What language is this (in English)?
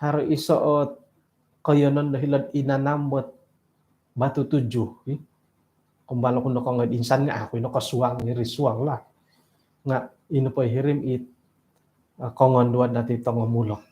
Central Dusun